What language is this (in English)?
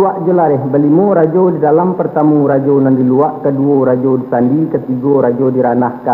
Minangkabau